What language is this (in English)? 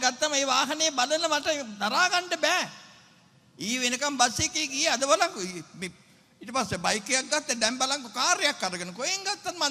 Sinhala